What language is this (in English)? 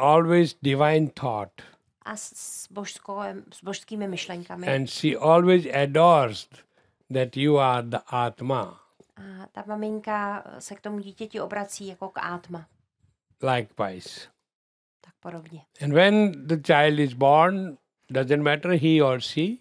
Czech